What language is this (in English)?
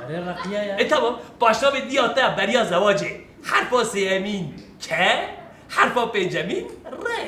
Kurdish